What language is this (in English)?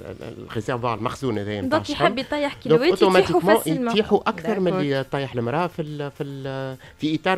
Tunisian Arabic